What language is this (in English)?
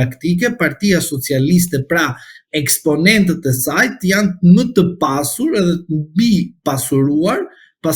Albanian